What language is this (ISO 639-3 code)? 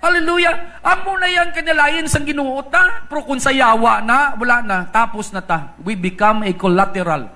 hil